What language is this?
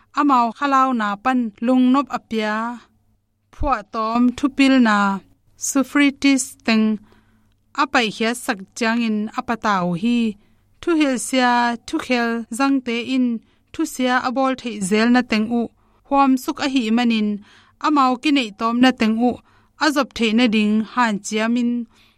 Tedim Chin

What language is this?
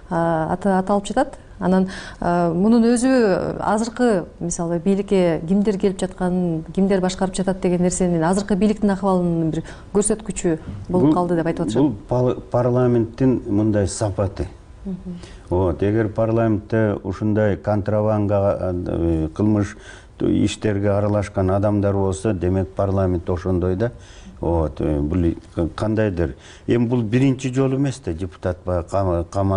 Kyrgyz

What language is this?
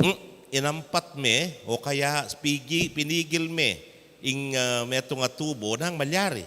Pampanga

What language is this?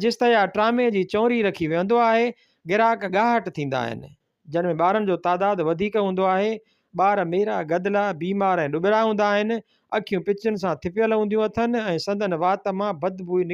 Sindhi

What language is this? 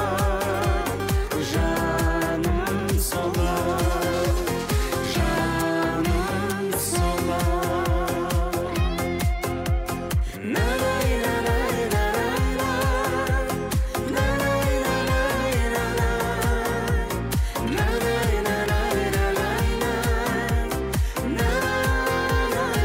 Kazakh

